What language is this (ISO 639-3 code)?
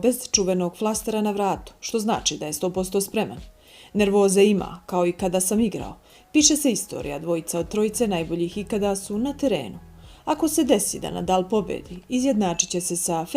bos